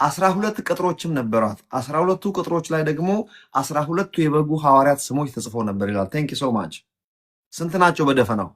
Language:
Amharic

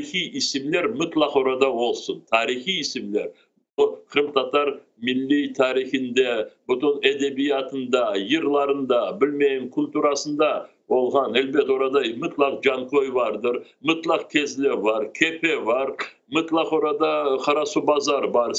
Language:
Crimean Tatar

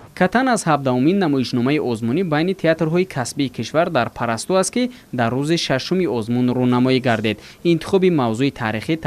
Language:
Tajik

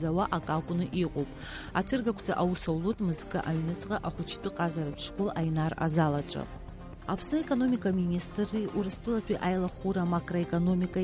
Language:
Abkhazian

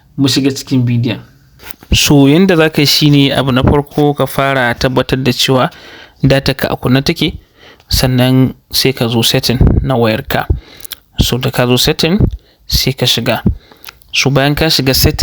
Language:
Hausa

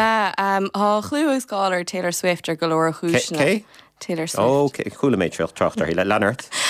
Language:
Irish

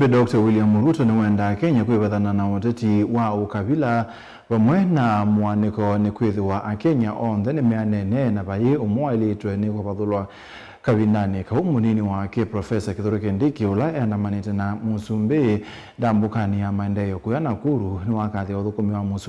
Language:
Kamba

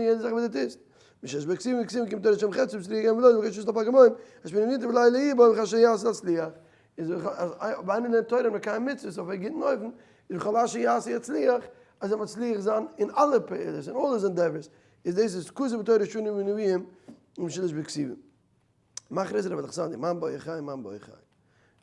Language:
Yiddish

